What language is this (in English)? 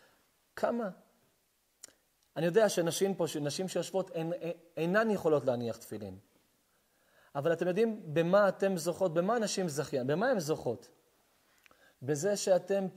Hebrew